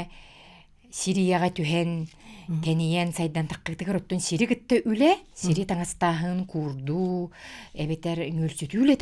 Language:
Yakut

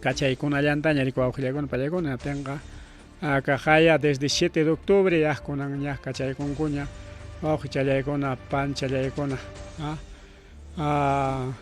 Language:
Ayacucho Quechua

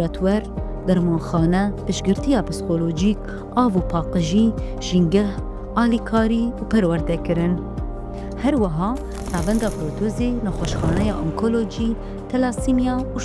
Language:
Kurdish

